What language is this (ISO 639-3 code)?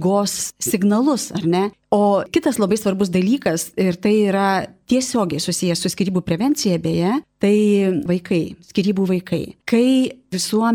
lit